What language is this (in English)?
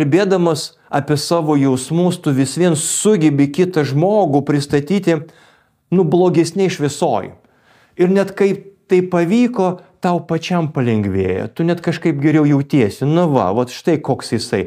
Lithuanian